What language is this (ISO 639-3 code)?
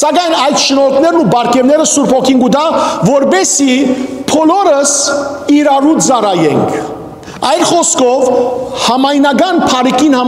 hyw